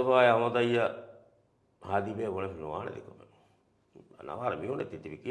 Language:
Divehi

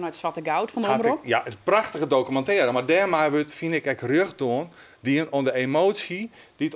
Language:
Western Frisian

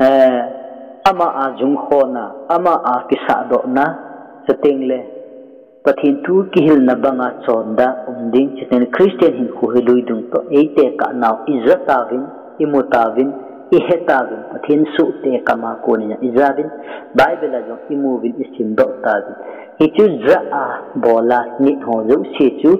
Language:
Thado Chin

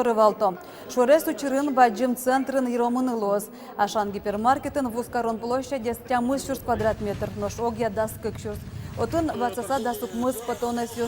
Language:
Udmurt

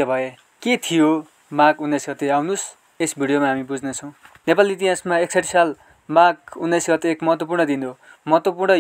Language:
Nepali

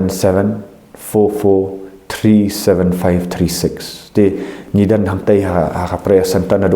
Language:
Khasi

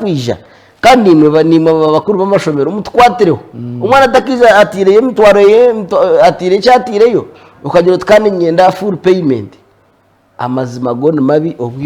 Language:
Nyankole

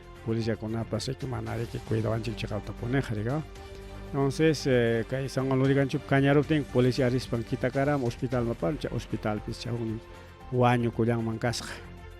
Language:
Ayacucho Quechua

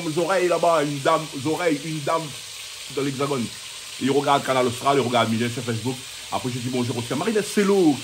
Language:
Réunion Creole French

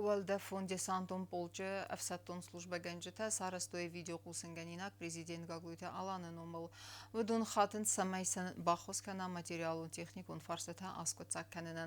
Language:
Ossetic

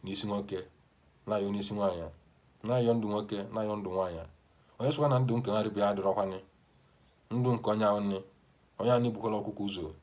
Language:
Igbo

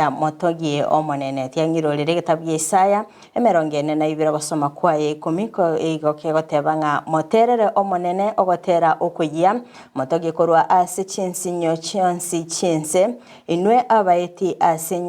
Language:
Gusii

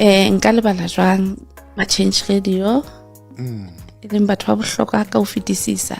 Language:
Southern Sotho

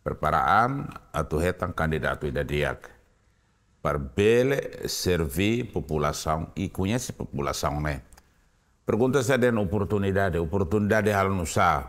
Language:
Tetum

